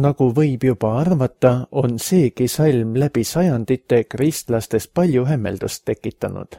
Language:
Estonian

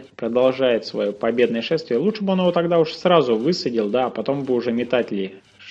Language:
Russian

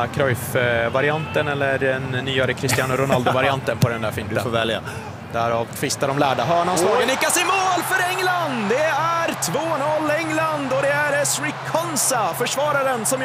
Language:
Swedish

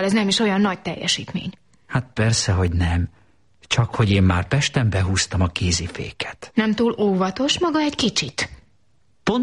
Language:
Hungarian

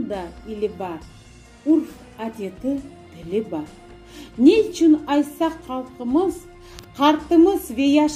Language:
Crimean Tatar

